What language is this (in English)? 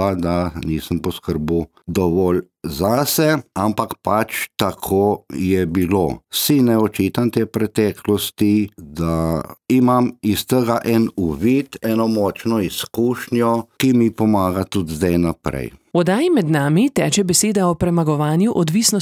Slovenian